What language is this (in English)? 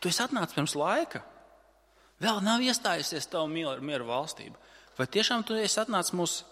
Latvian